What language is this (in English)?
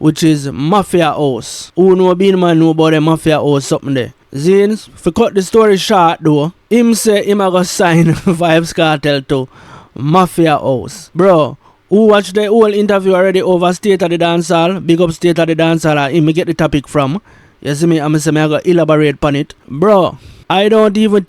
Jamaican Creole English